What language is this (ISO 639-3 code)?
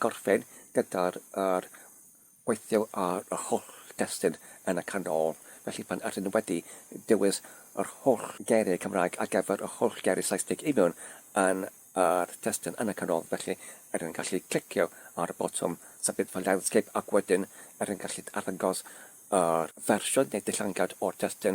cym